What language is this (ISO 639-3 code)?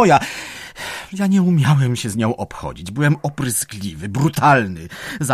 pol